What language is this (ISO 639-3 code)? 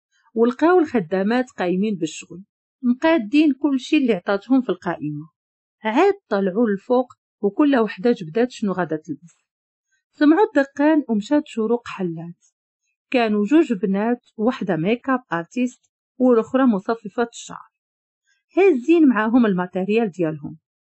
ary